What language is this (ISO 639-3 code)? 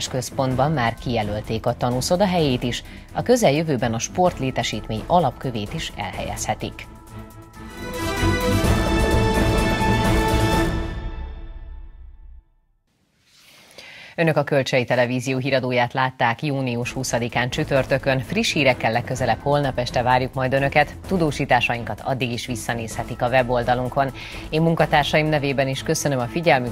hun